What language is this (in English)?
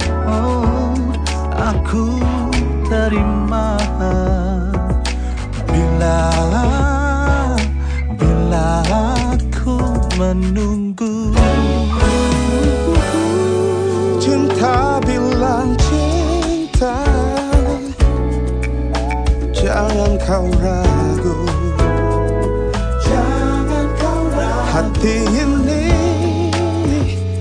Indonesian